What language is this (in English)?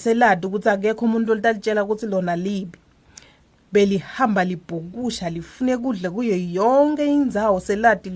Swati